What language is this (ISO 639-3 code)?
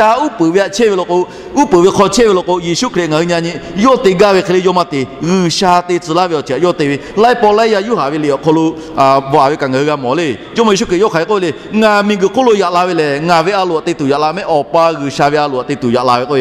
lhu